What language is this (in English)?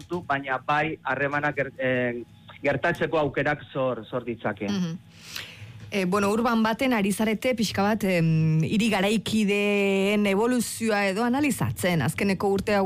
Basque